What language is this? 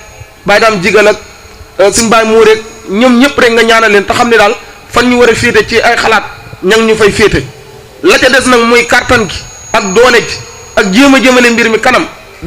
Wolof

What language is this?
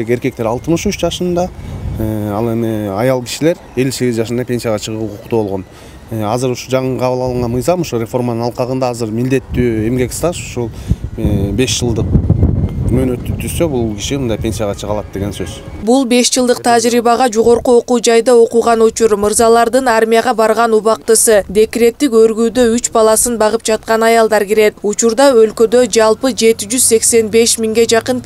Kyrgyz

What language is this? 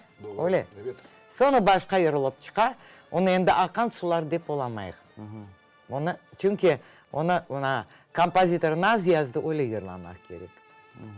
Crimean Tatar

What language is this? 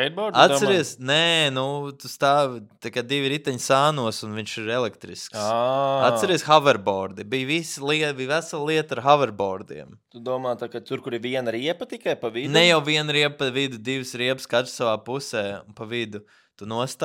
Latvian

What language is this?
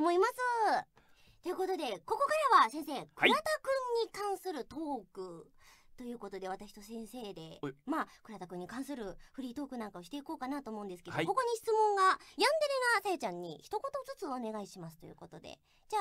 Japanese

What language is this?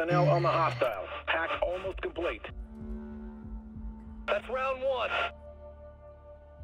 Russian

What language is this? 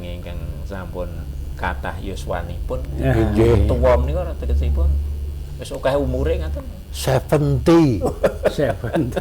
Javanese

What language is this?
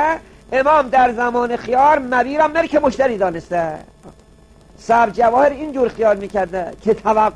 Persian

